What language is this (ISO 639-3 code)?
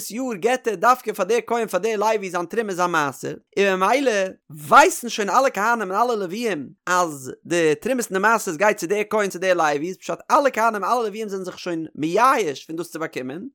yid